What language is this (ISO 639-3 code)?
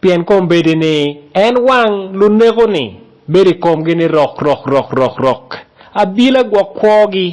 ach